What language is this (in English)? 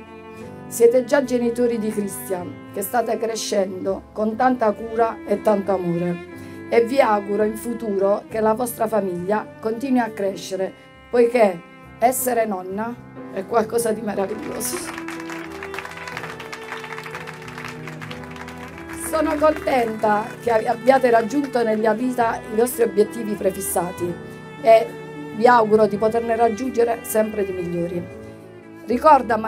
Italian